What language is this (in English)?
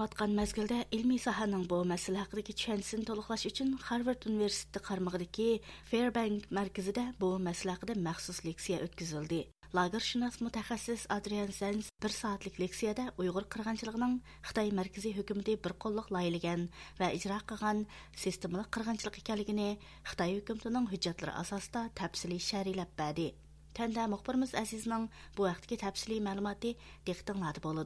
Uyghur